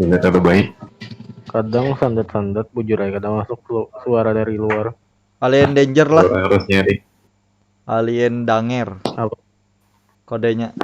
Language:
Banjar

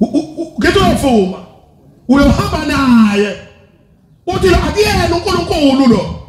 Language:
Zulu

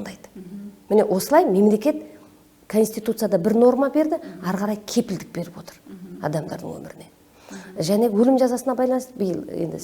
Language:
Kazakh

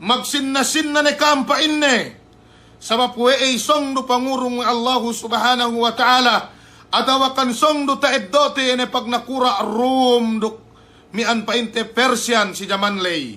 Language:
Yakan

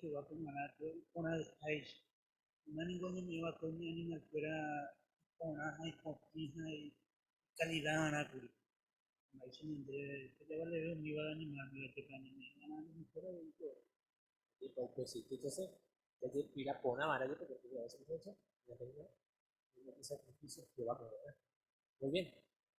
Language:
Guarani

